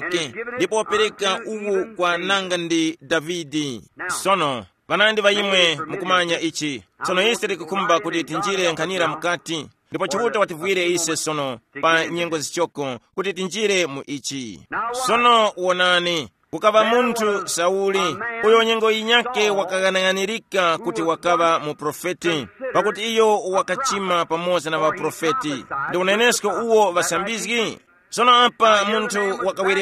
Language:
Tumbuka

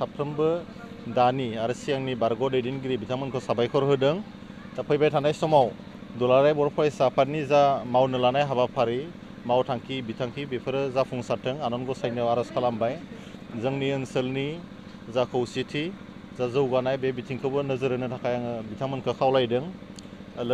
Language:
Bodo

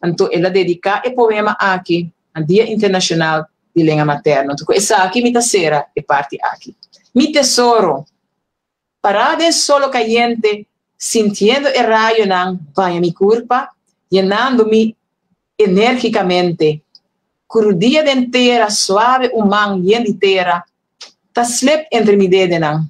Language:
Papiamento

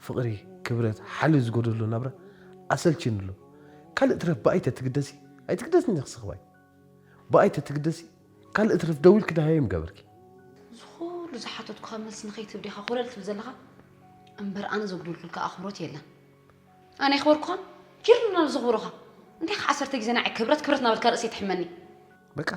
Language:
Tigrinya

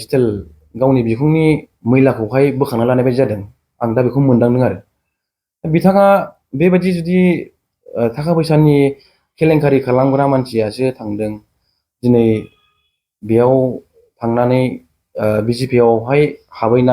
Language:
Bodo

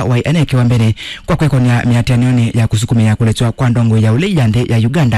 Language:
Kamba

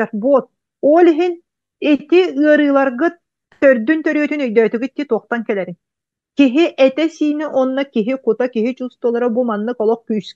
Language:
Yakut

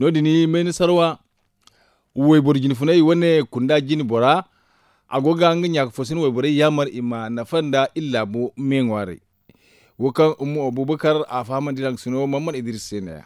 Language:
Zarma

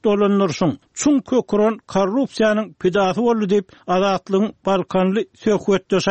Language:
Turkmen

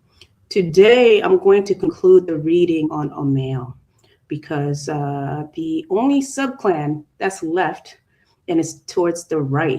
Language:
Acoli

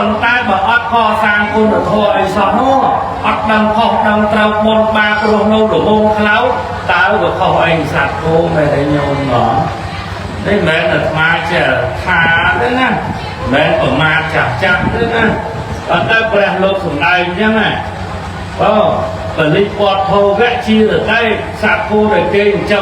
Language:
Khmer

